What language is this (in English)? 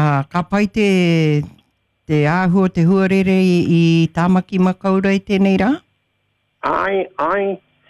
Māori